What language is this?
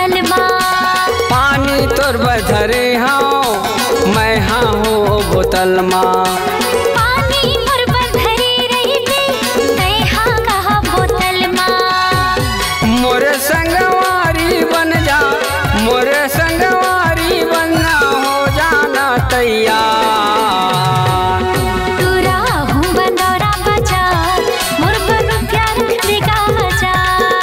Chhattisgarhi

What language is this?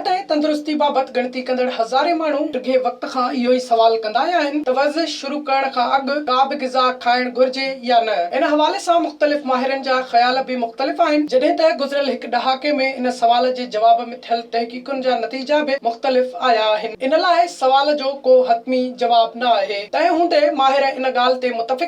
Sindhi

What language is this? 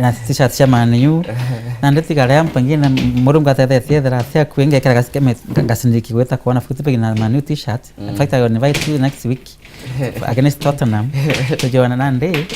Meru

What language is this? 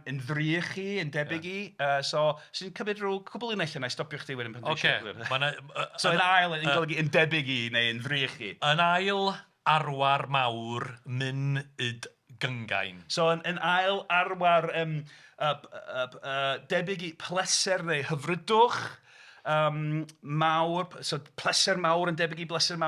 Welsh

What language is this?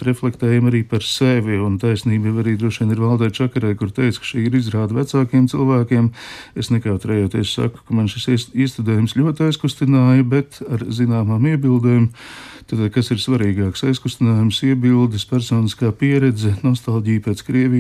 Latvian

